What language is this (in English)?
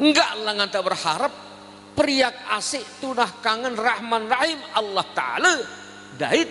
Sasak